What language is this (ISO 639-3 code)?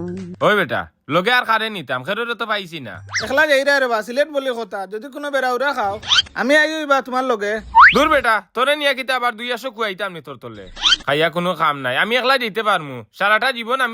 syl